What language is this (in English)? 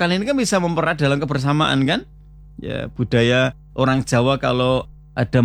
Indonesian